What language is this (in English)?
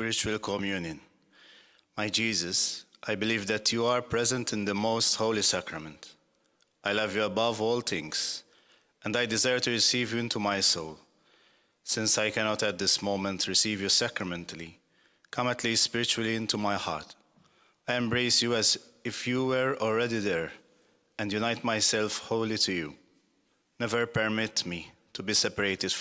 English